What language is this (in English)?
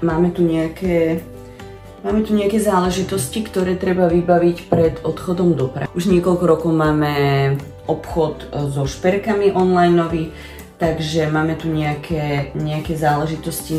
Slovak